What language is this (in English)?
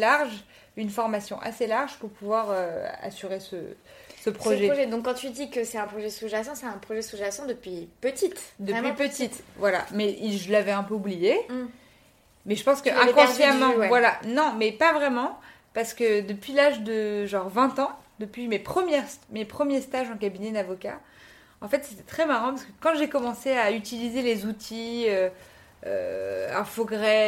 French